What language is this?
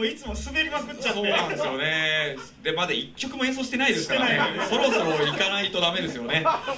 Japanese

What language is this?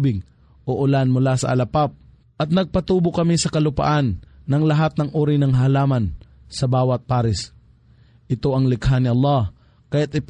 Filipino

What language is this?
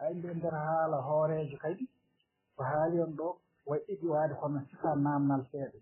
Fula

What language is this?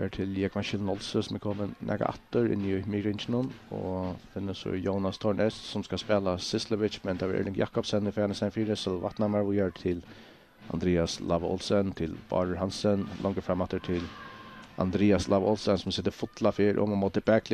Faroese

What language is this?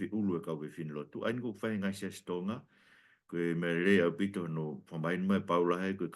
Tongan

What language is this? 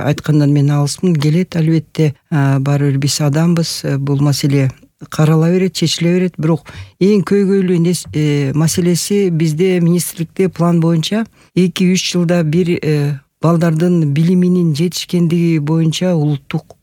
Kyrgyz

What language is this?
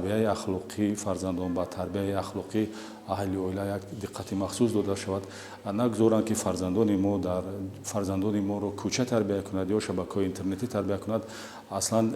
Tajik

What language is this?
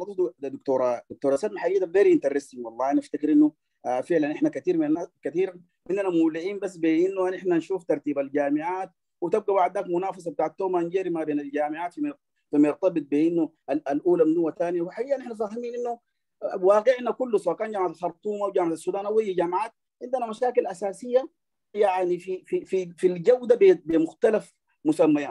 Sudanese Arabic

